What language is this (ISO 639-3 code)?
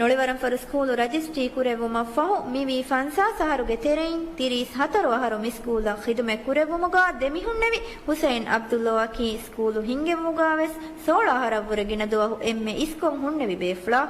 div